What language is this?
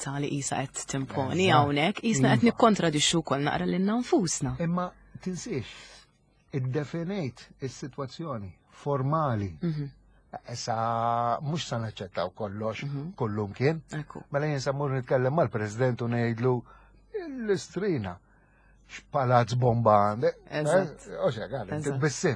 Maltese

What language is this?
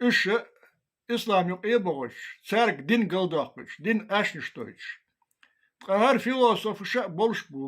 Chechen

